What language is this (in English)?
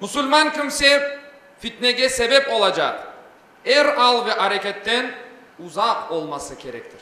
Crimean Tatar